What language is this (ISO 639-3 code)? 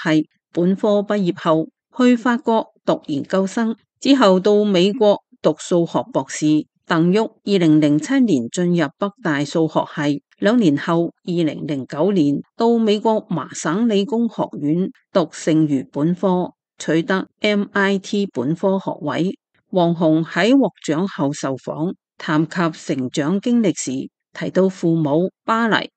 yue